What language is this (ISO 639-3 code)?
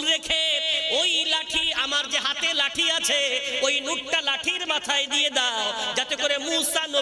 ben